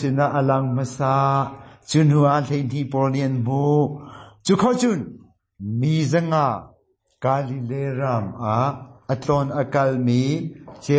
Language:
Hakha Chin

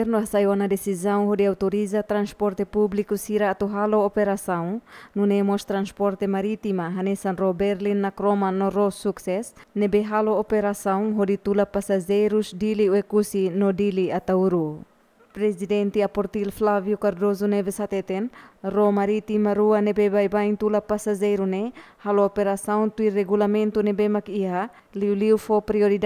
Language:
Tetum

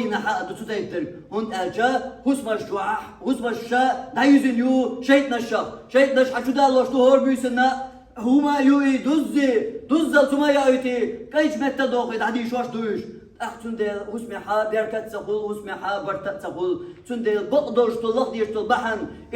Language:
Chechen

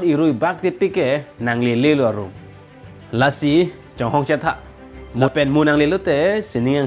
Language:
Karbi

